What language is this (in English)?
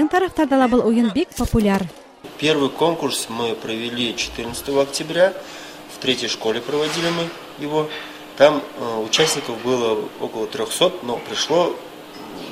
Bashkir